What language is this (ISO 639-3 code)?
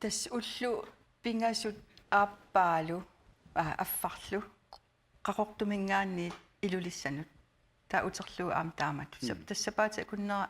kal